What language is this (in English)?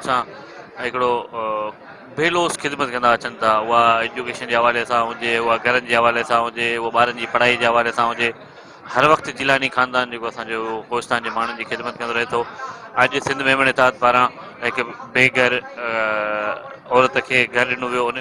Sindhi